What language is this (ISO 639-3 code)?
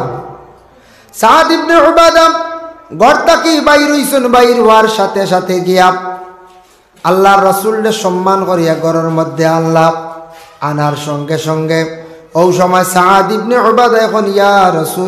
syl